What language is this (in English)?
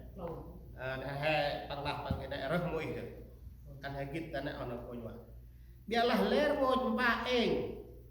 Central Mnong